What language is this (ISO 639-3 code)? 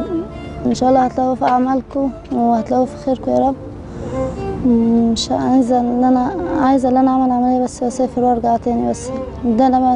arz